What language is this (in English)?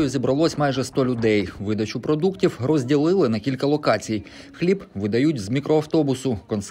Ukrainian